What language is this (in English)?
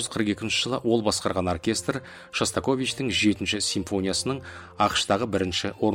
Kazakh